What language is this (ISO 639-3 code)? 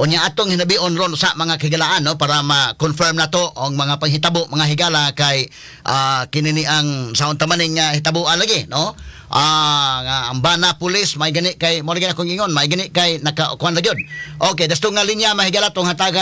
ceb